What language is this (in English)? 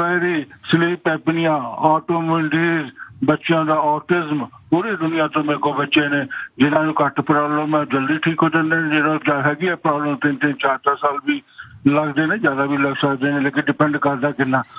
Punjabi